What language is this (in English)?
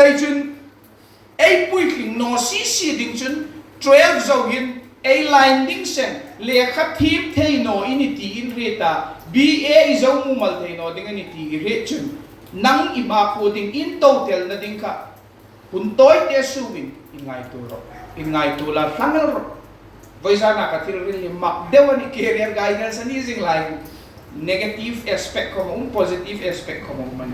Hmar